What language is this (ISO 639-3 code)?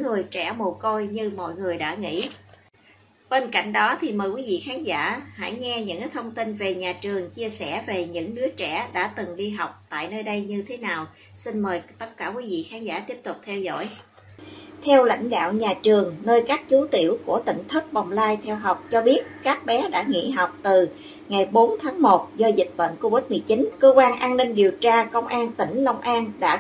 vie